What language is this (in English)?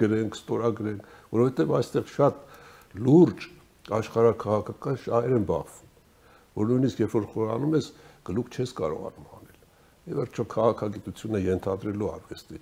Armenian